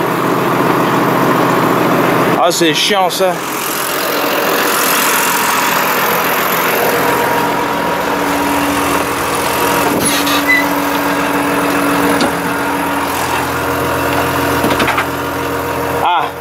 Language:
French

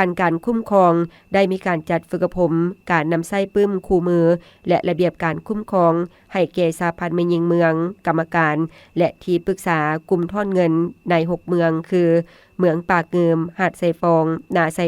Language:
Lao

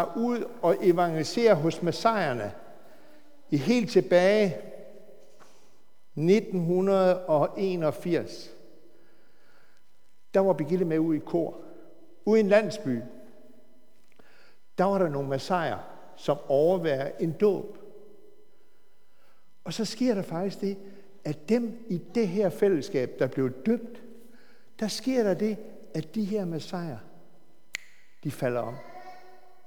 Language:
Danish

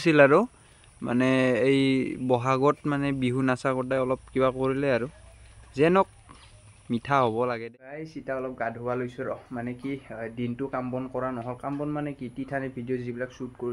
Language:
Assamese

